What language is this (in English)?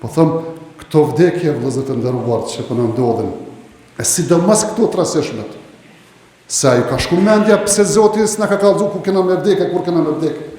Albanian